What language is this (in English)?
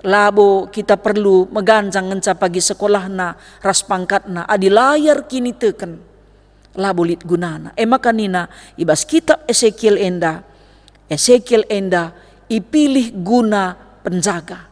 Batak Karo